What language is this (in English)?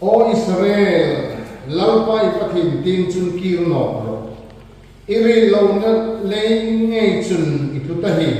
Hmar